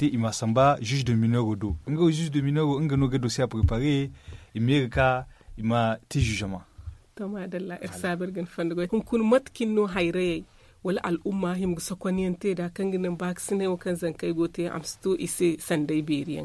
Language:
Zarma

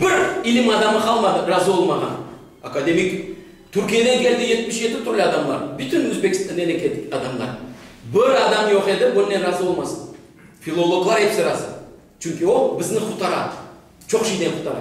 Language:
Crimean Tatar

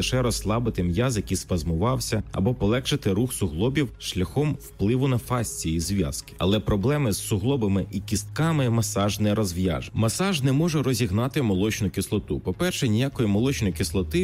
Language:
Ukrainian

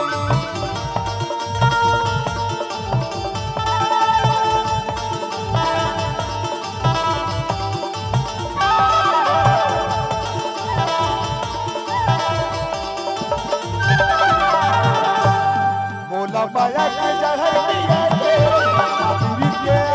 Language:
Bhojpuri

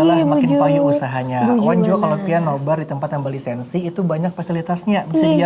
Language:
Banjar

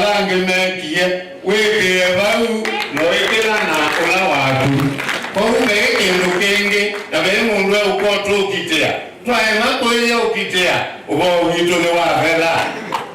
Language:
Kamba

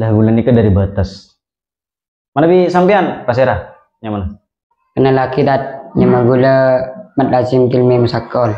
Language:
Madurese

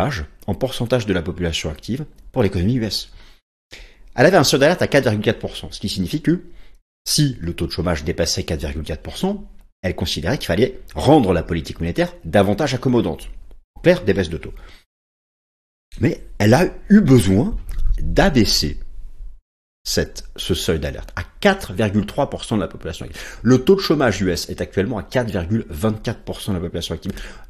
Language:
French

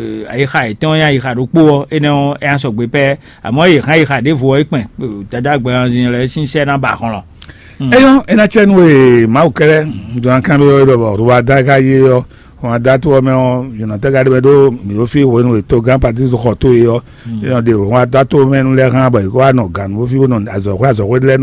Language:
Fon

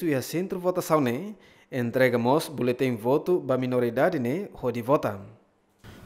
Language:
Tetum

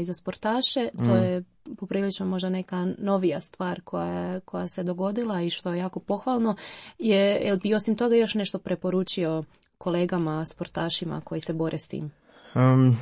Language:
Croatian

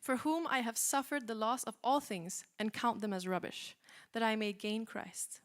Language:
English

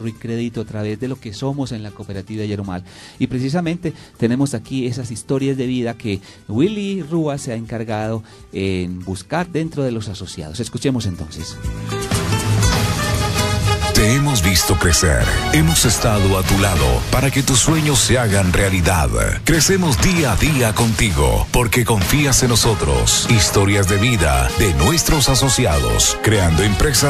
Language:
Spanish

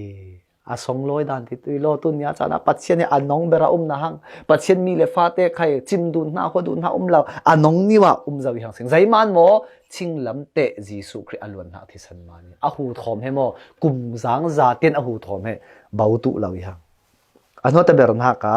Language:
Falam Chin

